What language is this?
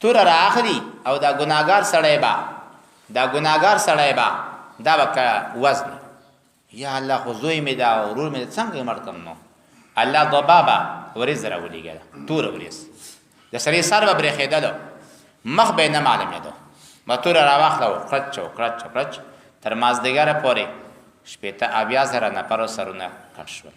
Pashto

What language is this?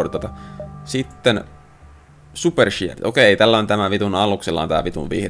Finnish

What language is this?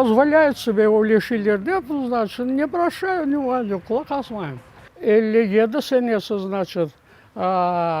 Crimean Tatar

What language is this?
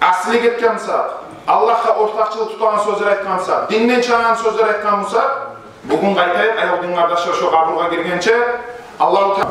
Kumyk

